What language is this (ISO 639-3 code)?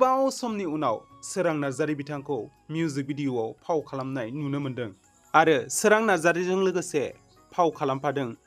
brx